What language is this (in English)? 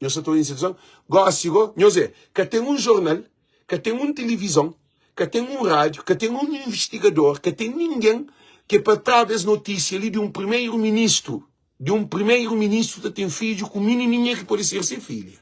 Kabuverdianu